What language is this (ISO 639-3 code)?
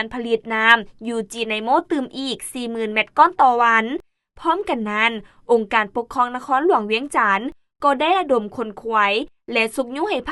lao